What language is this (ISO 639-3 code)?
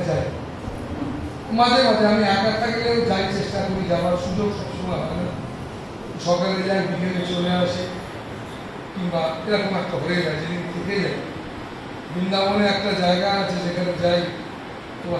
ben